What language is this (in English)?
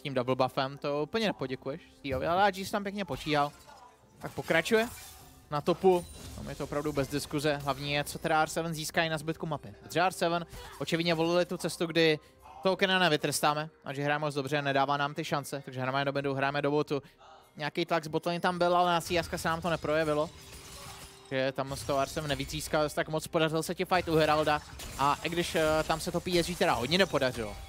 Czech